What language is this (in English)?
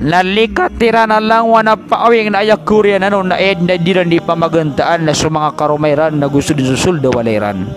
Maranao